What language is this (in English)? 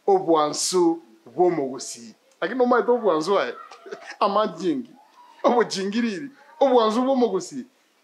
Gusii